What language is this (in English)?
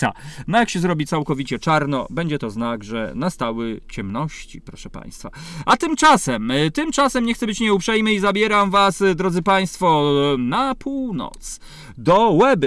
Polish